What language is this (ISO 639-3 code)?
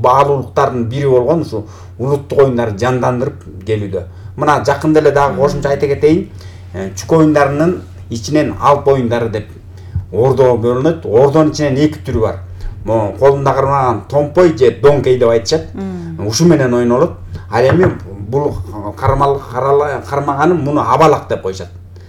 kir